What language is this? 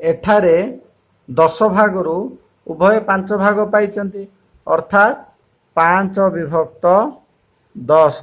Odia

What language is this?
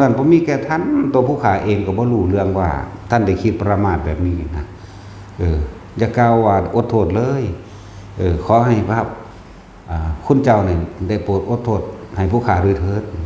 Northeastern Thai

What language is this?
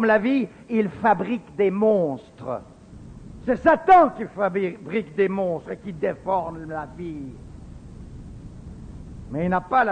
French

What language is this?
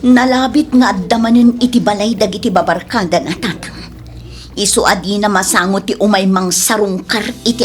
Iloko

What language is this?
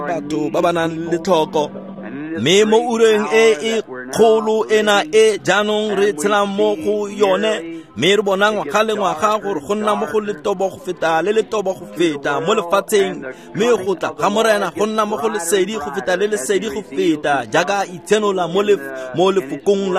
Tswana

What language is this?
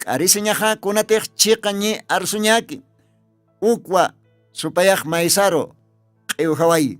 Aymara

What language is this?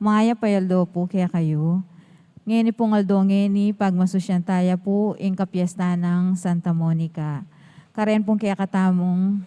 Pampanga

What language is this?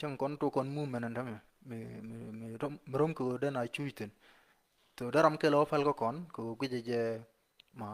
Nuer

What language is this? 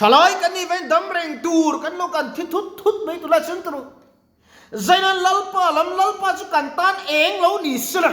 Mizo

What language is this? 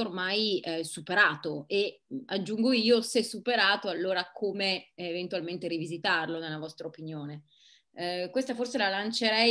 Italian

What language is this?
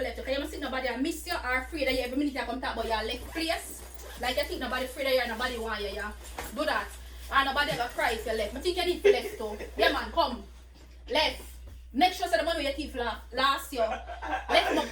Jamaican Creole English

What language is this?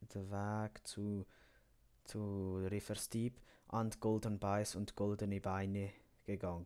Swiss German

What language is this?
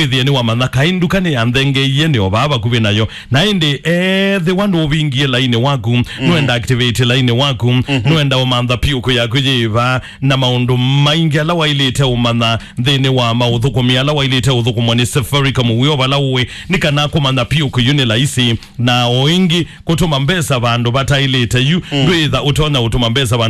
Kamba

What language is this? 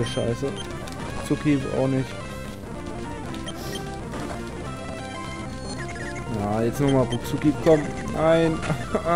German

